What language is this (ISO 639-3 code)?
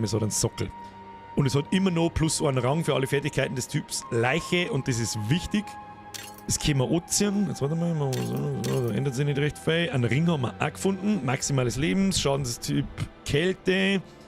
bar